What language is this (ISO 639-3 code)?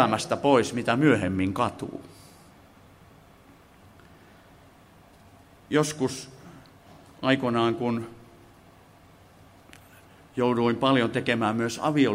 fin